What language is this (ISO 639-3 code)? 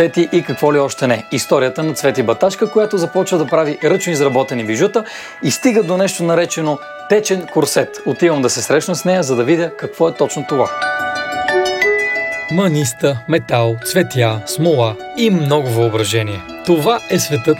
bul